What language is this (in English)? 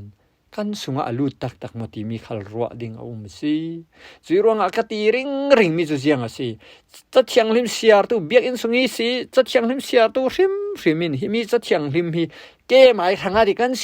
Falam Chin